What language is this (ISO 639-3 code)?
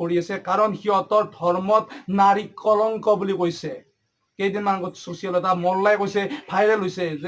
asm